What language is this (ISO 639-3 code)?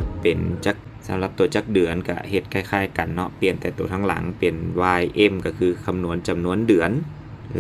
lao